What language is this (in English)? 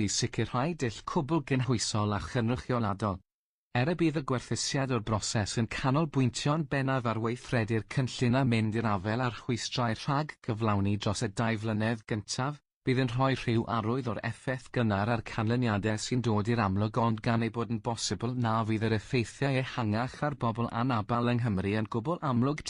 Welsh